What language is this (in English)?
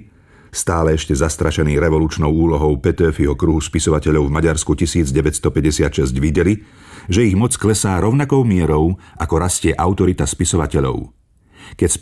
Slovak